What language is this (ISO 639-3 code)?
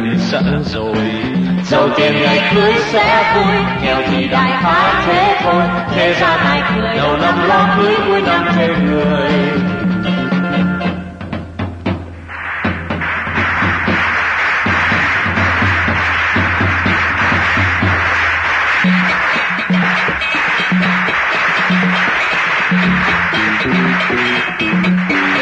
vie